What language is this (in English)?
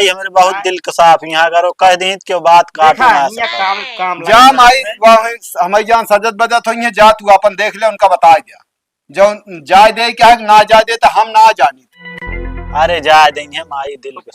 Awadhi